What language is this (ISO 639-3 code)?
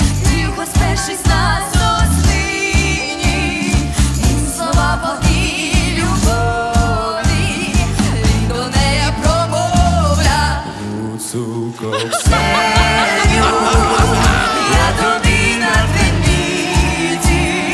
ukr